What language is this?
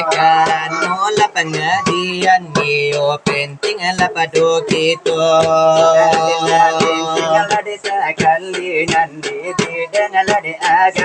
Minangkabau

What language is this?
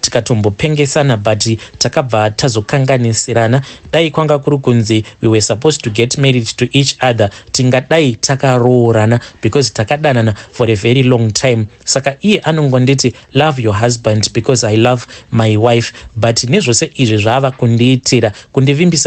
Shona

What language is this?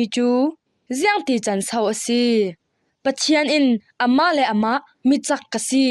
Falam Chin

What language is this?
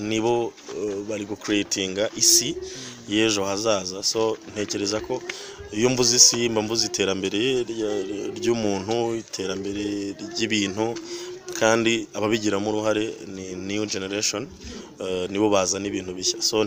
Kinyarwanda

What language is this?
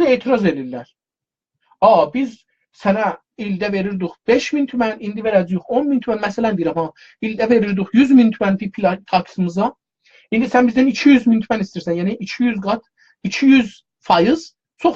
South Azerbaijani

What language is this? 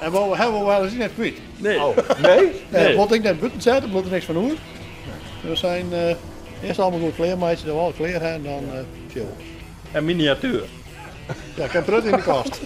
Western Frisian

